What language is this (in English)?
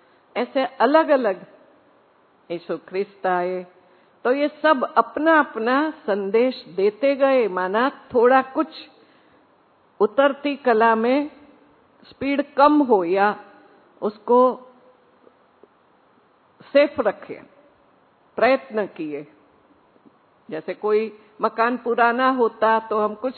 Hindi